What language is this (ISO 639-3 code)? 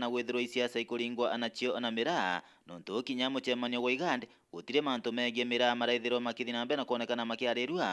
mer